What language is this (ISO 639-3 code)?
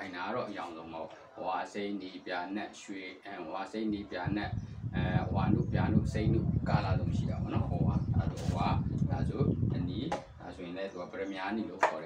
mya